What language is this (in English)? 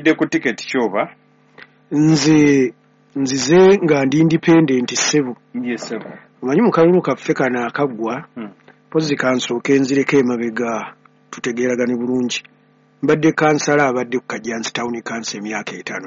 Ganda